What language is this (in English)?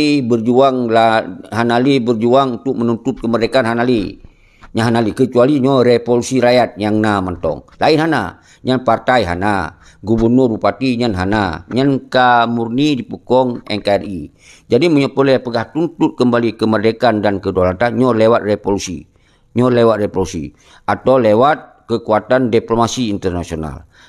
Achinese